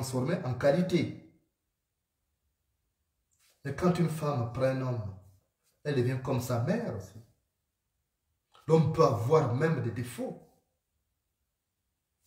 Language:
French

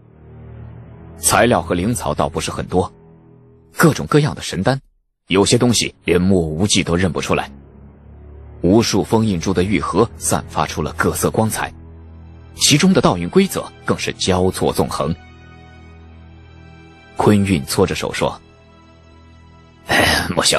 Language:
Chinese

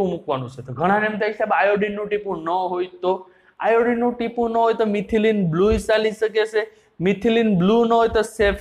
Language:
Gujarati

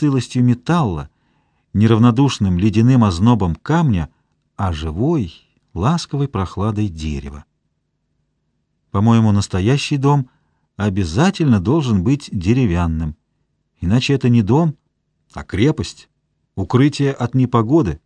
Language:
Russian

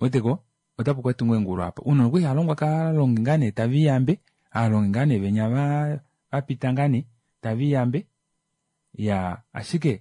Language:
Kuanyama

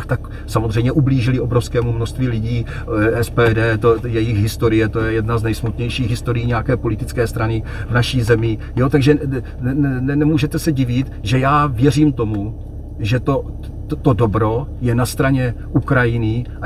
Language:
Czech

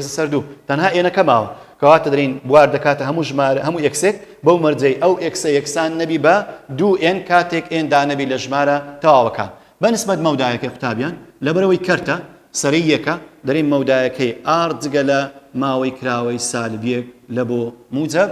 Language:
Central Kurdish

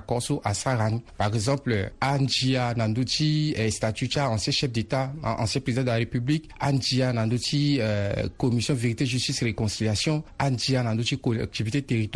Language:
Sango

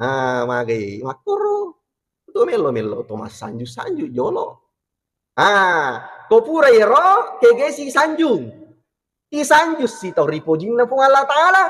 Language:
Buginese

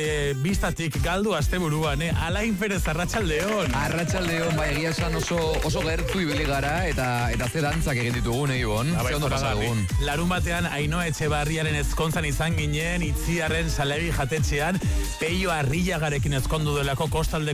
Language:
Basque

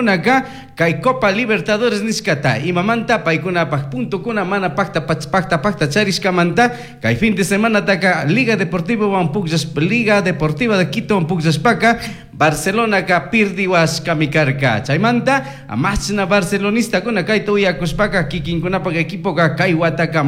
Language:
Chimborazo Highland Quichua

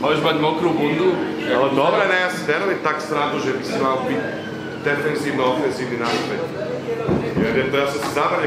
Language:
Slovak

